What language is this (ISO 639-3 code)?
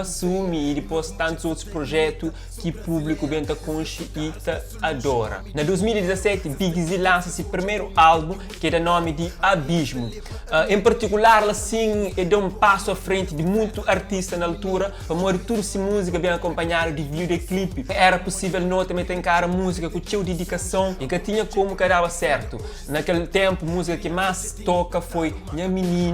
kea